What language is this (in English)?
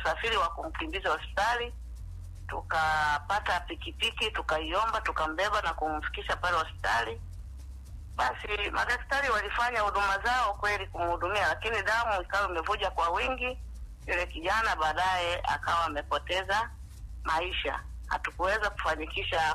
Swahili